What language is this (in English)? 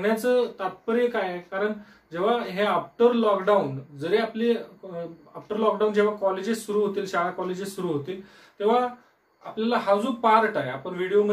Marathi